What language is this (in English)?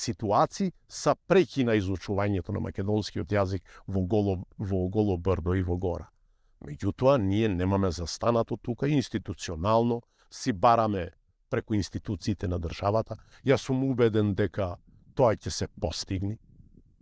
Macedonian